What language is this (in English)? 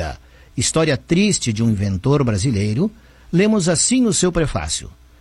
Portuguese